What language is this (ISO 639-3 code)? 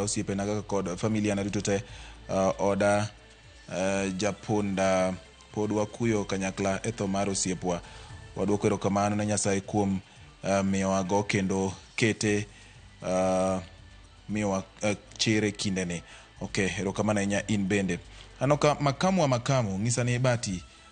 luo